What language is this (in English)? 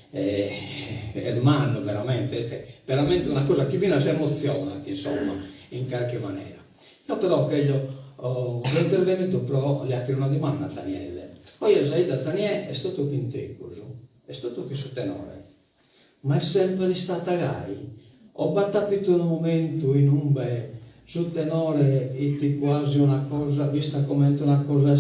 Sardinian